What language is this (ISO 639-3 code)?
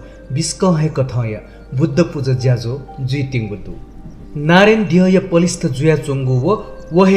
new